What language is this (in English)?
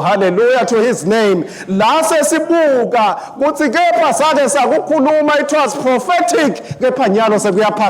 Swati